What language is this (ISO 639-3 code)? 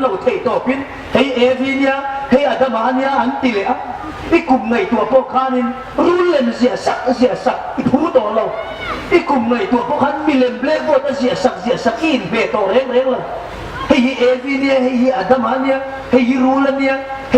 hmr